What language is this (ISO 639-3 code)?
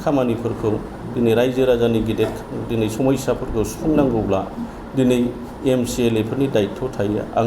brx